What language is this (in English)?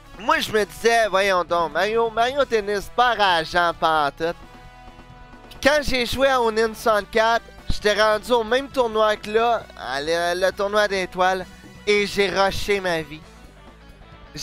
French